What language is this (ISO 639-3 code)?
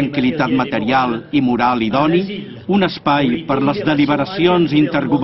cat